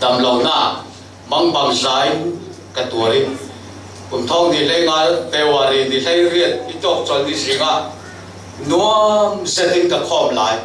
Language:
Falam Chin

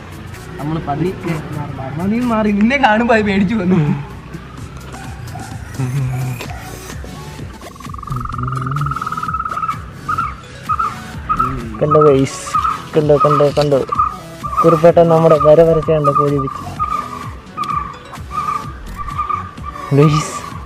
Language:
Malayalam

